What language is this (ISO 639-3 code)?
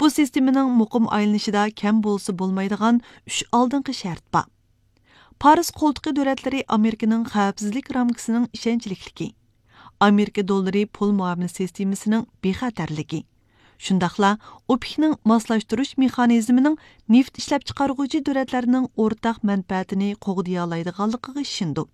uig